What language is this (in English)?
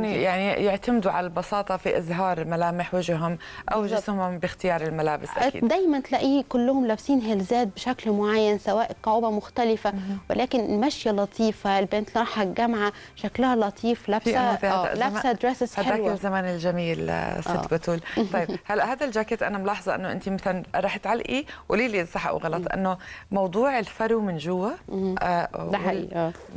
Egyptian Arabic